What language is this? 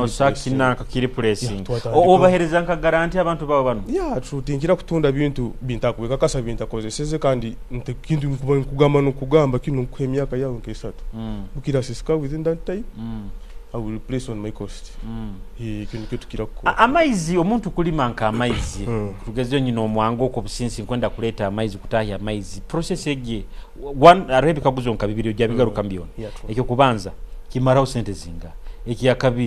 Nyoro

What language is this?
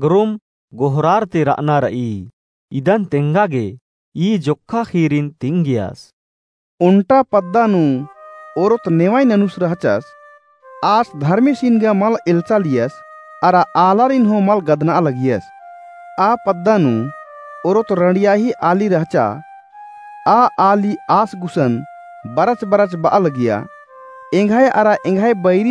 Kurukh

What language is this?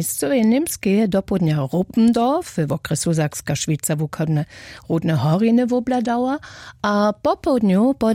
Upper Sorbian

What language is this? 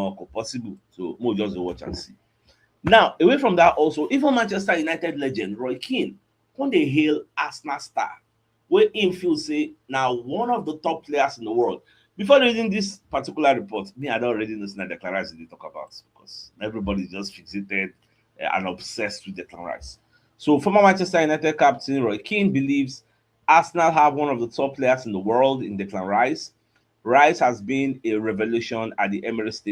Nigerian Pidgin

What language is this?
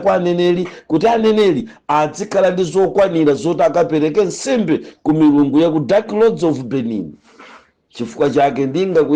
Nyanja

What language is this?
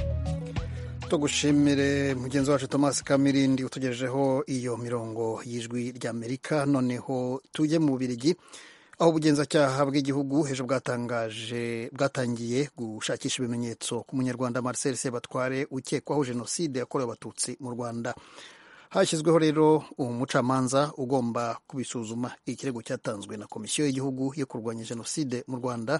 Kinyarwanda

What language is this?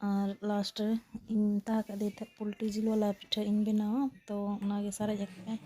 Santali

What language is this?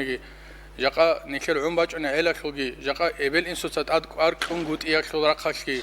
Avaric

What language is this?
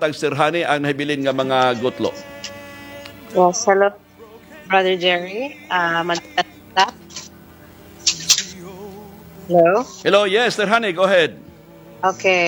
Cebuano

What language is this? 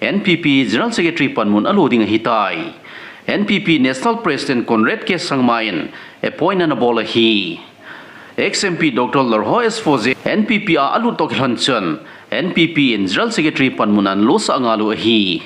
Thado Chin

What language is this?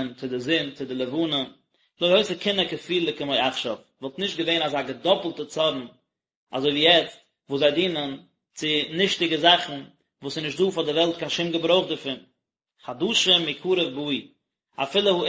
Yiddish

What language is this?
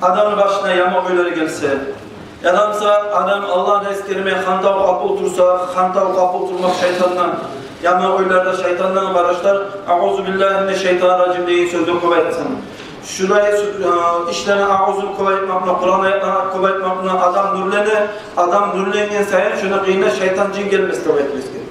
Kumyk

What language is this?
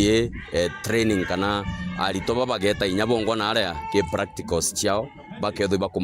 Meru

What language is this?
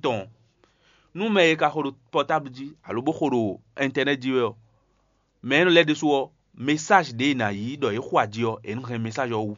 Fon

